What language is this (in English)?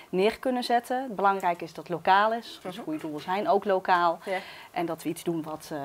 Dutch